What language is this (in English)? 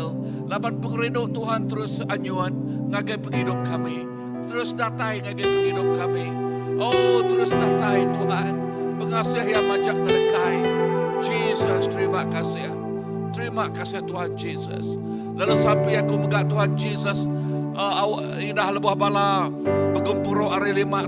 Iban